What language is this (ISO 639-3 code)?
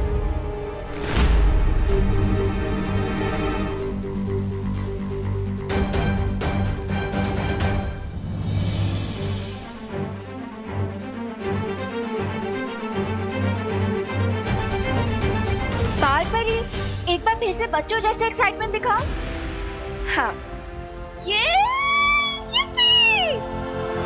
hin